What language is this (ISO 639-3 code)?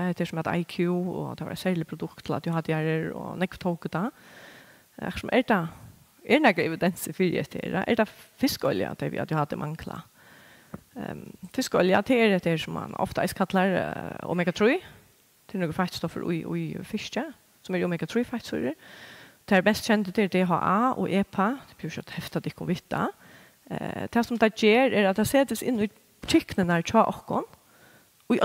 fao